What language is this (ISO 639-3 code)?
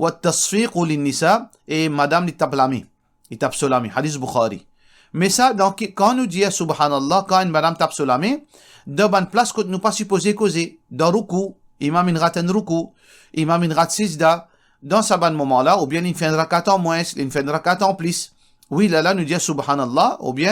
mfe